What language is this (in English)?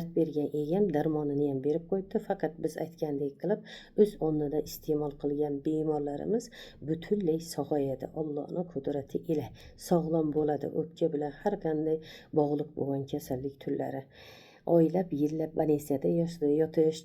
Uzbek